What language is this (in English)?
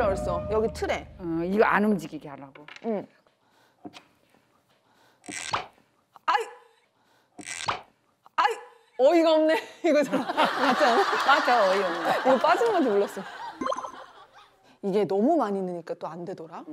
Korean